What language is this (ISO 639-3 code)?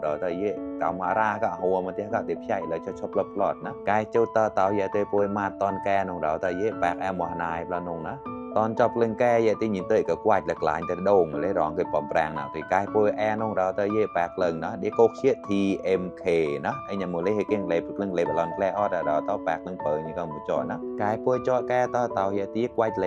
mnw